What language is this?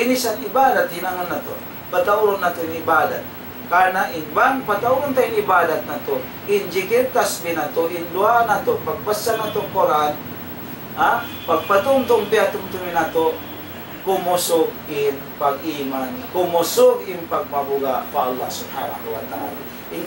Tausug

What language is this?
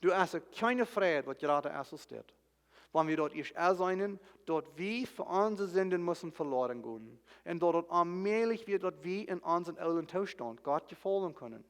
Plautdietsch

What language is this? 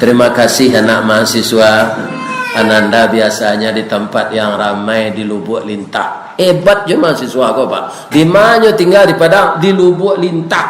Minangkabau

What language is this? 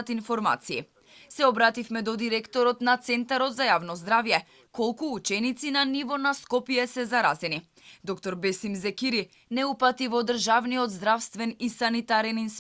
Macedonian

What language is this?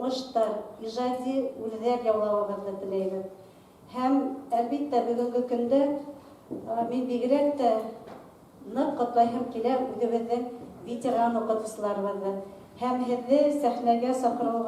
Bashkir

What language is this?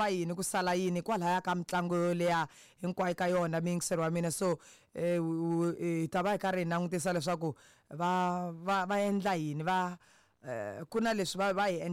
Tsonga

